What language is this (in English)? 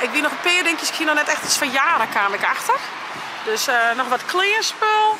Western Frisian